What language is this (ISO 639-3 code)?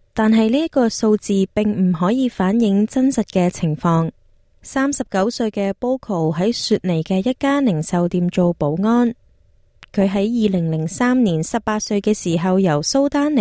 yue